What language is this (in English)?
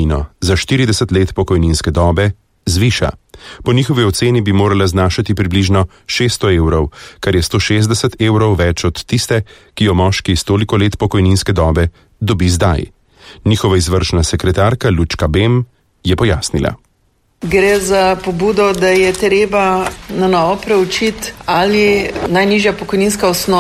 Slovenian